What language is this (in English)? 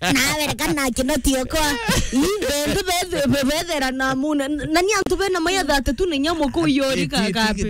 Meru